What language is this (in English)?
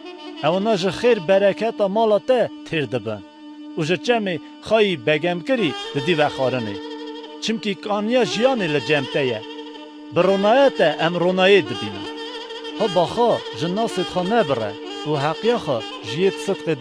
Kurdish